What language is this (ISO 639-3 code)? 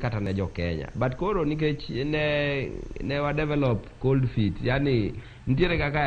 luo